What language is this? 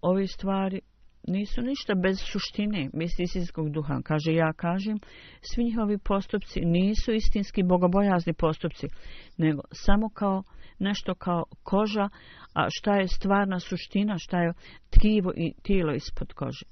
Bosnian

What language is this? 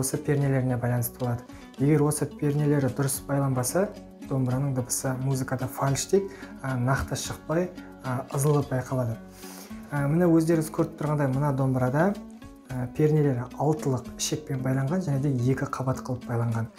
Kazakh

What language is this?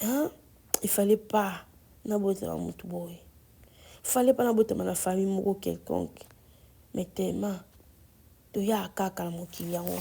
Lingala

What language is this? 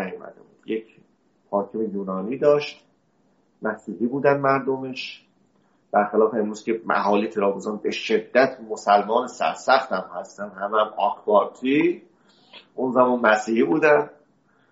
Persian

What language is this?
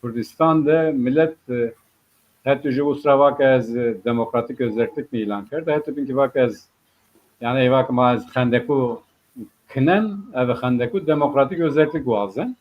Zaza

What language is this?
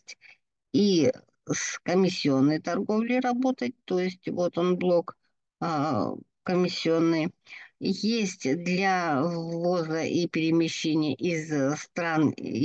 Russian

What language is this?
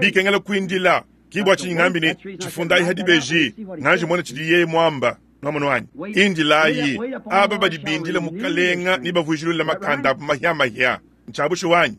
Luba-Lulua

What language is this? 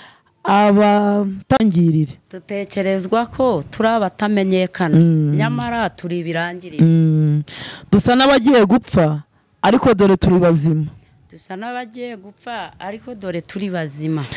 Kinyarwanda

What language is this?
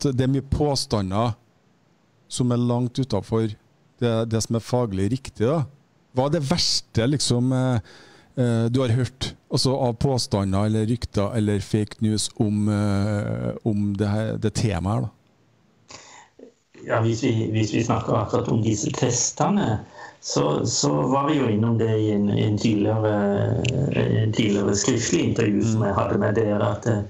Norwegian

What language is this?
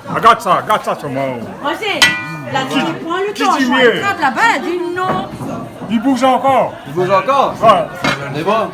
Réunion Creole French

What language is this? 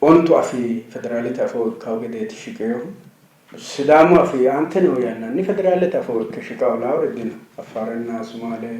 Sidamo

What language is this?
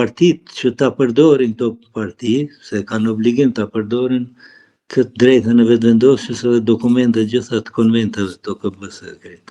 Albanian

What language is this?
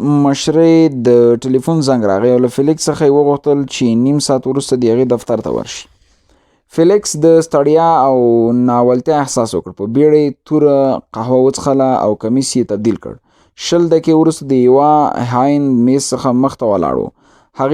Pashto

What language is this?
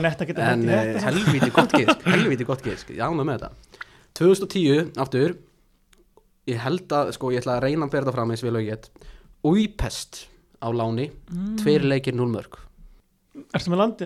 Icelandic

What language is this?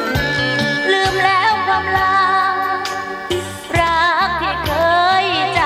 Thai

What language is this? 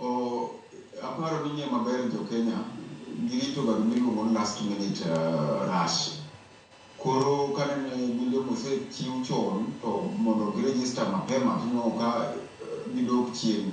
Luo (Kenya and Tanzania)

